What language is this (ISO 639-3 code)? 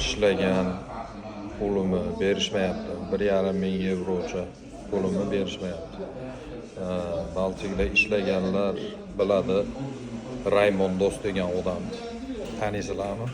uzb